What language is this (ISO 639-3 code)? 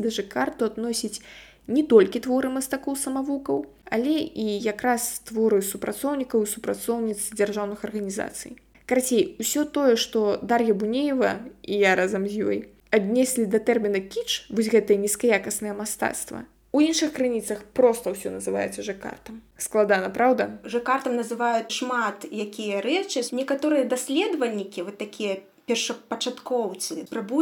bel